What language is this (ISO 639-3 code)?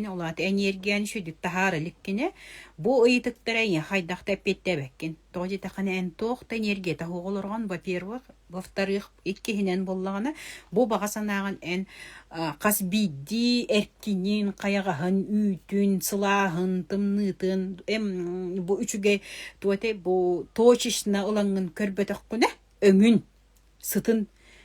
sah